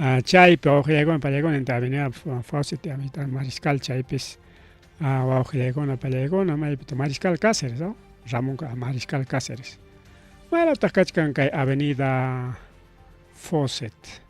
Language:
Ayacucho Quechua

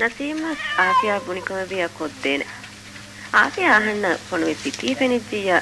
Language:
Divehi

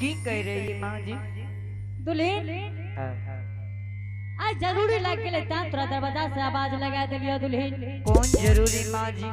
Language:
Angika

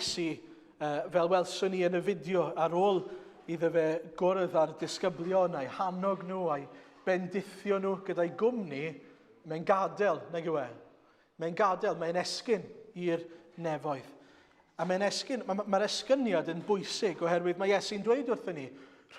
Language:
Welsh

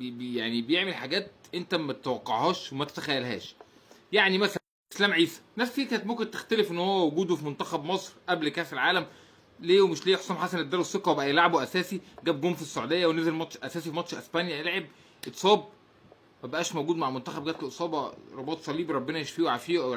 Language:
Egyptian Arabic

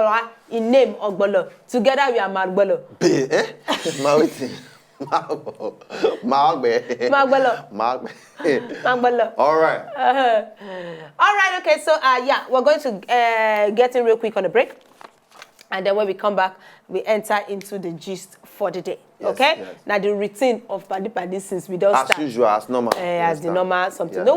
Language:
Nigerian Pidgin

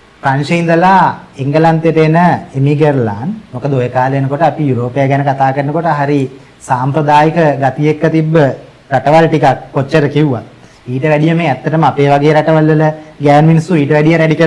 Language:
Sinhala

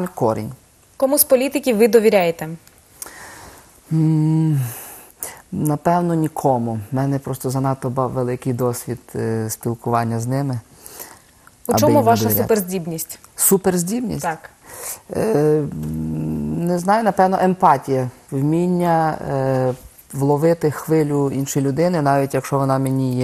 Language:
Ukrainian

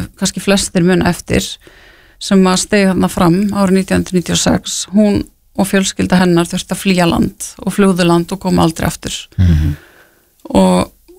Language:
Icelandic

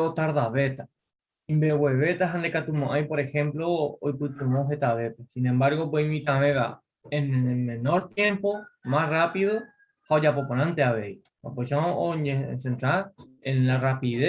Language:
Guarani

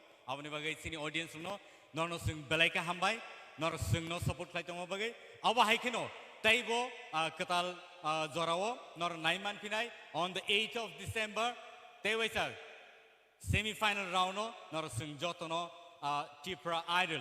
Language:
Kok Borok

